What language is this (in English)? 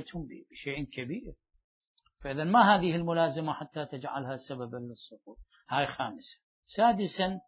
Arabic